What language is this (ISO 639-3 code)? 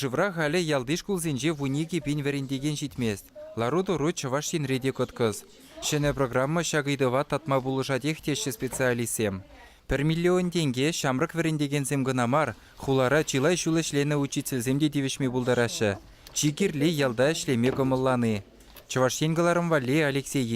chv